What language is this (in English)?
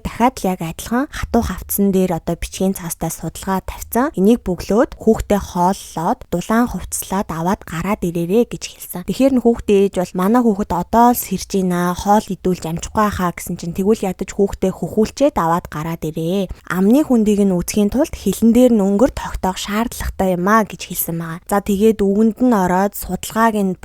Mongolian